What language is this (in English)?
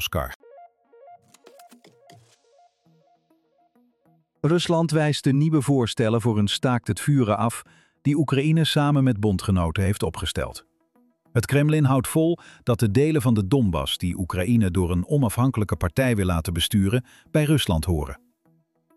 Dutch